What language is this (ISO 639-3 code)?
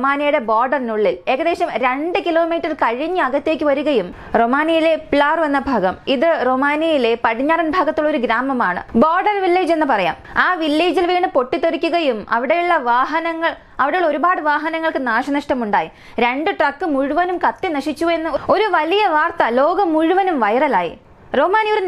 mal